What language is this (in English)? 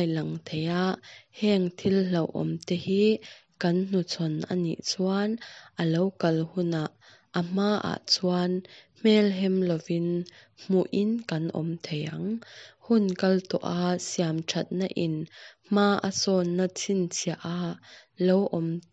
Hakha Chin